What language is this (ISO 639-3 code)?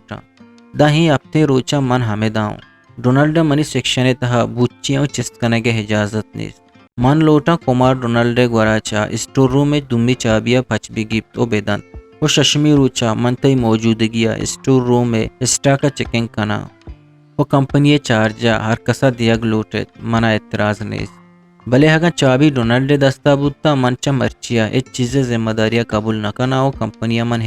bgp